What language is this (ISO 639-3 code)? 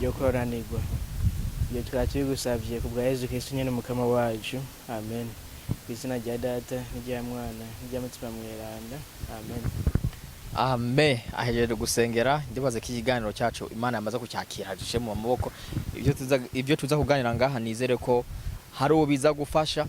run